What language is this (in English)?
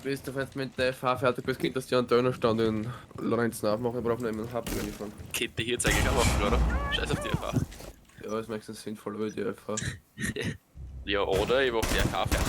Bavarian